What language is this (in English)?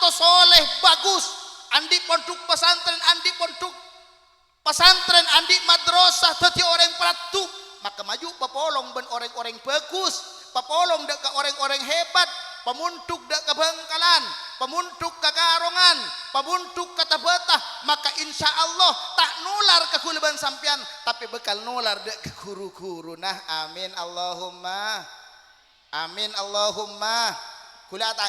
Madurese